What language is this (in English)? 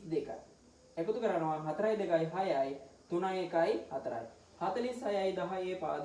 Sinhala